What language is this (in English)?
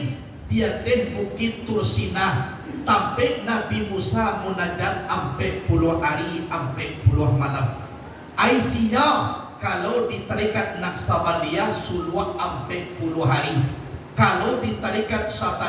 Minangkabau